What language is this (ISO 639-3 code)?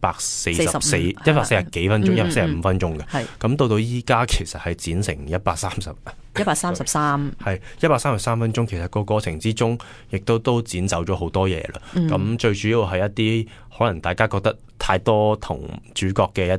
yue